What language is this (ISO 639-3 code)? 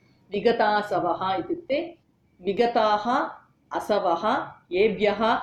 san